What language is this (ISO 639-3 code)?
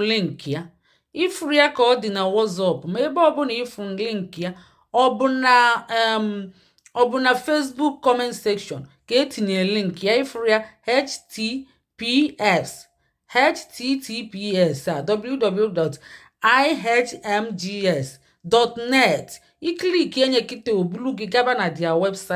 ibo